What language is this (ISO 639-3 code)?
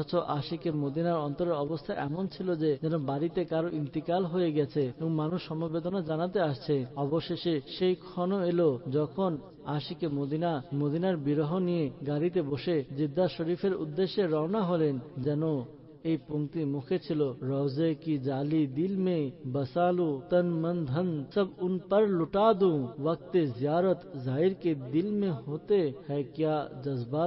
ben